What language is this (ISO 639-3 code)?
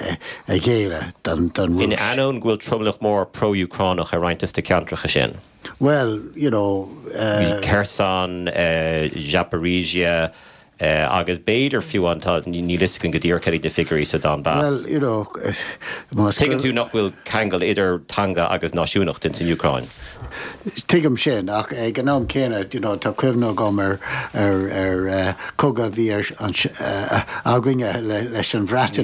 gle